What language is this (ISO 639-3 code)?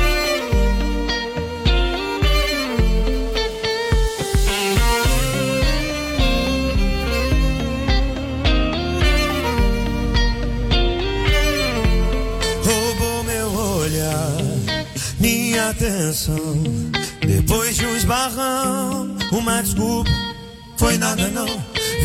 por